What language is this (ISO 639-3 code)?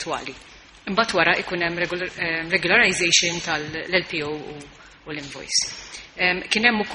mlt